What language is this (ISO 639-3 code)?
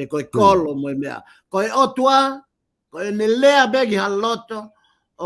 ton